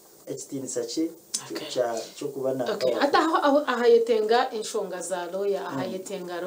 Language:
Kinyarwanda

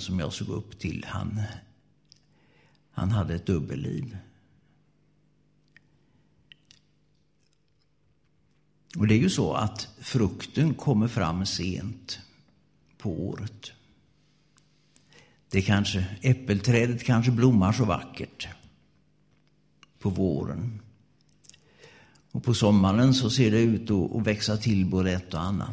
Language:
Swedish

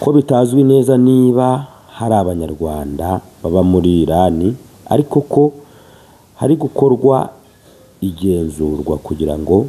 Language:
Kinyarwanda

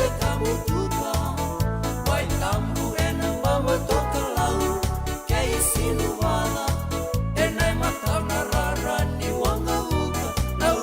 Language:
Fijian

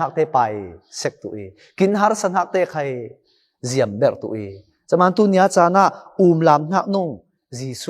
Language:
Falam Chin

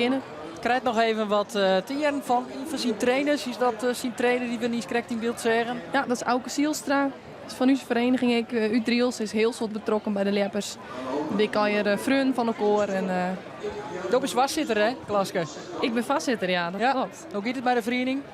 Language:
Western Frisian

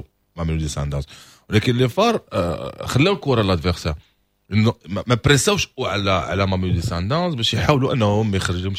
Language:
Moroccan Arabic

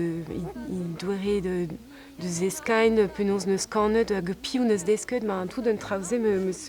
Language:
Breton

